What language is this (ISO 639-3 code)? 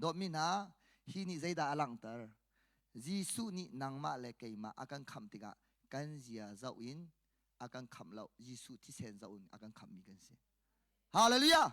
cnh